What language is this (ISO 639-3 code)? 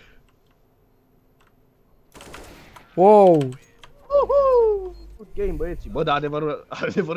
ron